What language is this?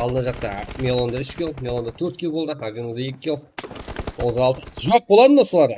Kara-Kalpak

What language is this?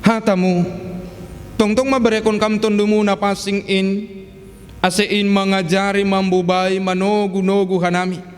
Batak Simalungun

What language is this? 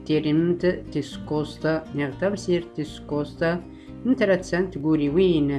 Tachelhit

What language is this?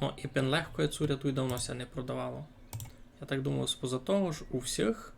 Rusyn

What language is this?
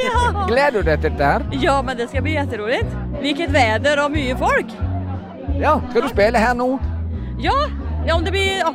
Norwegian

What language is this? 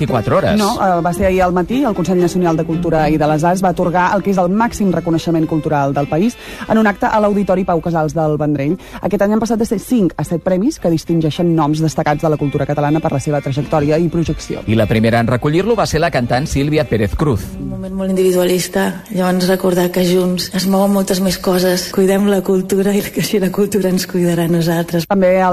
Catalan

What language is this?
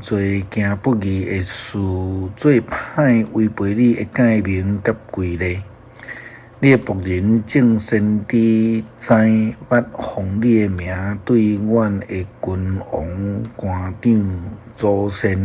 Min Nan Chinese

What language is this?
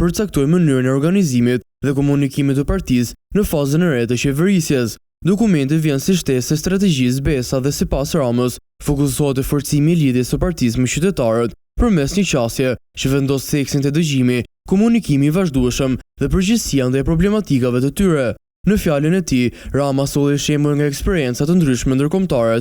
Albanian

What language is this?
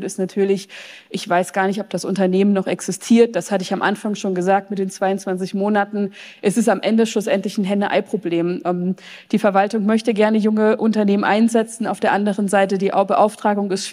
German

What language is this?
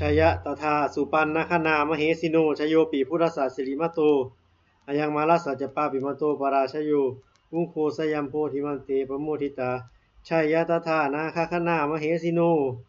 Pali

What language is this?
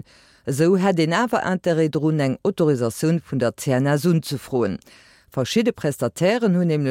Luxembourgish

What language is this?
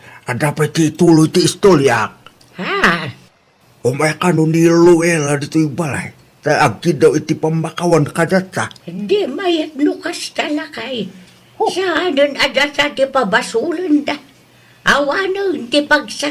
Iloko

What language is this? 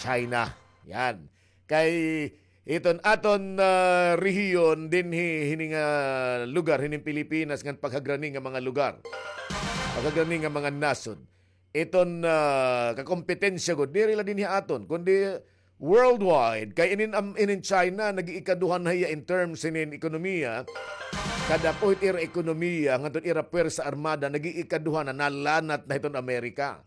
Waray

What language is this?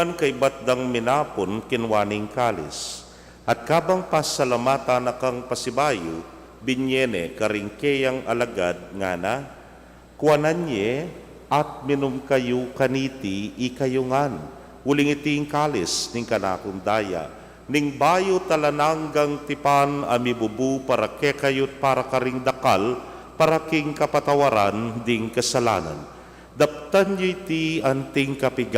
Pampanga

